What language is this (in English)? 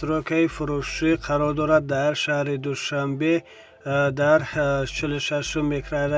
Tajik